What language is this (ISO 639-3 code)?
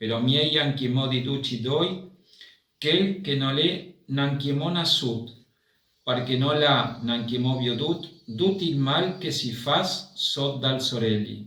fur